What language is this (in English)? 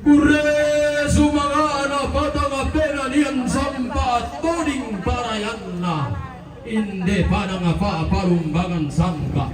Toraja-Sa'dan